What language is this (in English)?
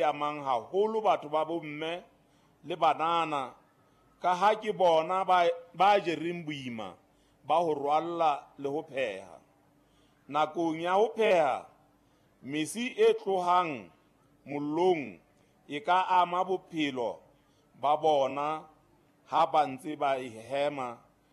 Southern Sotho